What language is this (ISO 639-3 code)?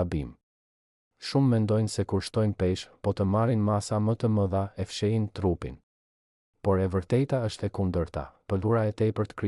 sqi